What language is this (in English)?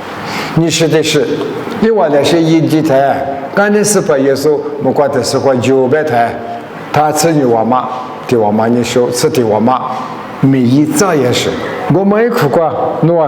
Lisu